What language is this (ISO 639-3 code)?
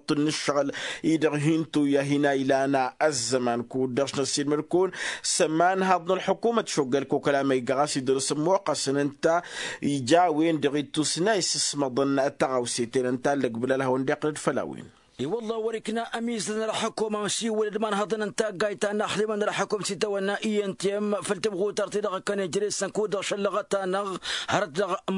taq